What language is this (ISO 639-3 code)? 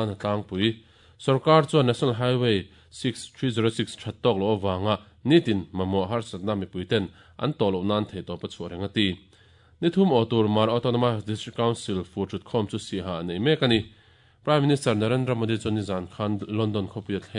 lus